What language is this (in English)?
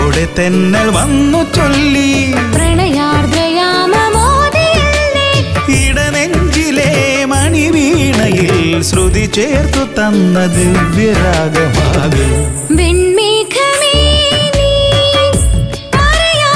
Malayalam